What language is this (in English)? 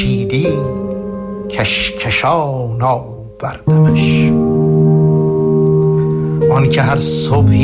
Persian